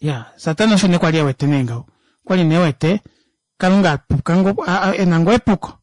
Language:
Kuanyama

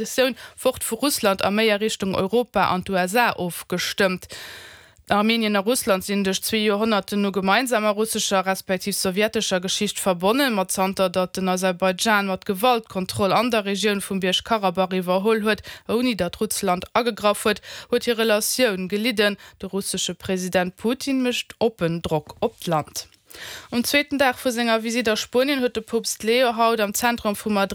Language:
Luxembourgish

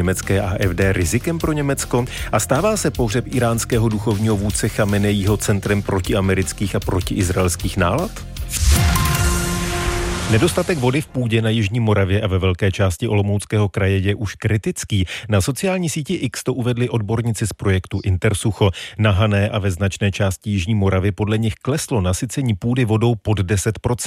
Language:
Czech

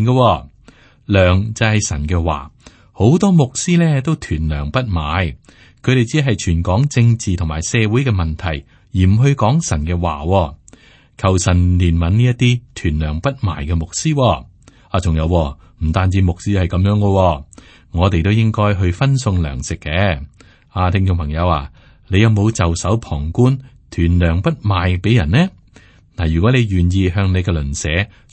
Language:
Cantonese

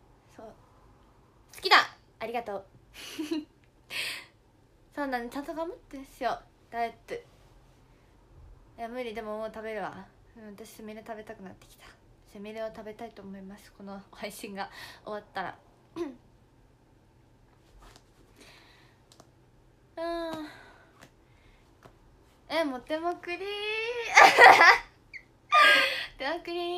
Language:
Japanese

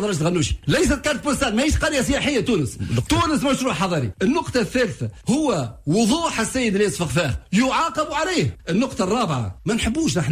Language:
Tunisian Arabic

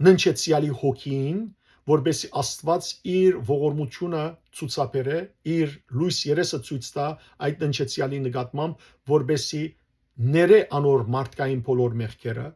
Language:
Western Armenian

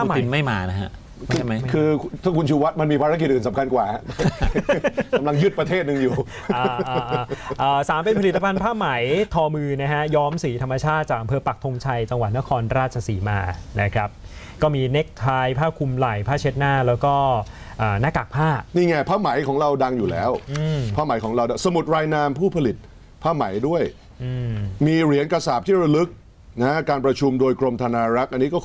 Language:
Thai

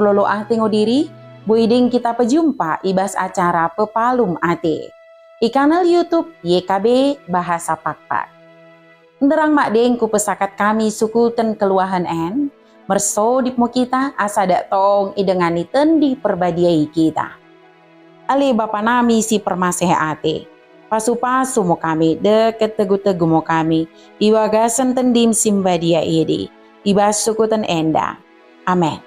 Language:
Batak Dairi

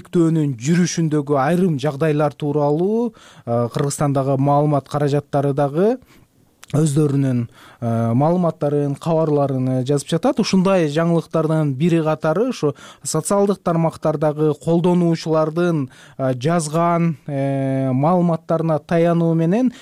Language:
Kyrgyz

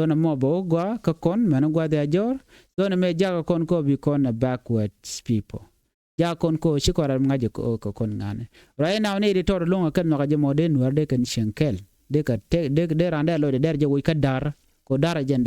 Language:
Nuer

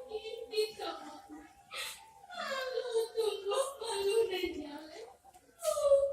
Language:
Minangkabau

